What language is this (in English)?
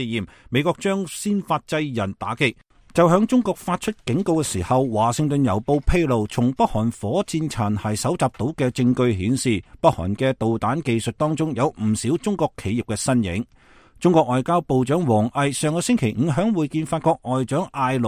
Cantonese